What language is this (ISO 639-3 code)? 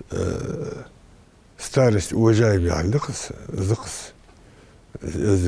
inh